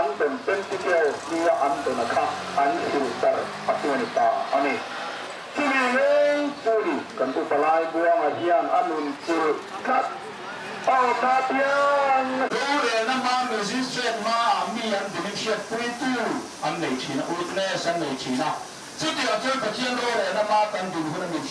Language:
Mizo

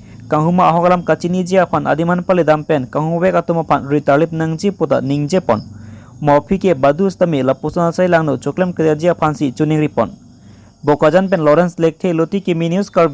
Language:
Karbi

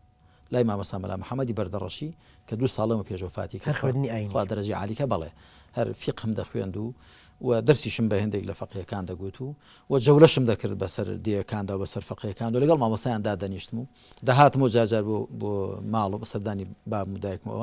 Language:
Central Kurdish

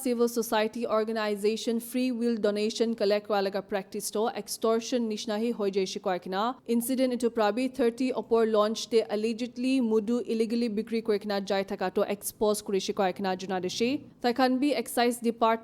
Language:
Naga Pidgin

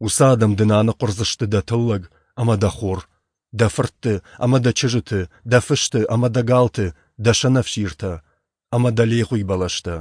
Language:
Ossetic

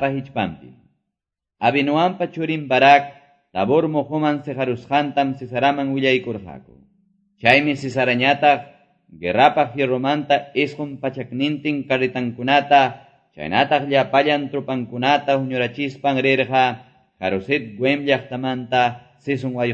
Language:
Quechua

